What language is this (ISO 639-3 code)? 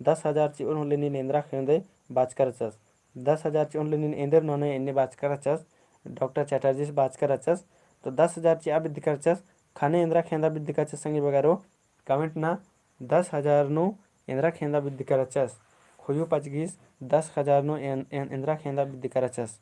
kru